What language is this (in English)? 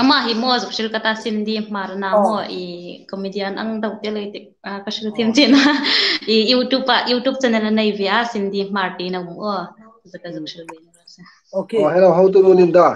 Hmar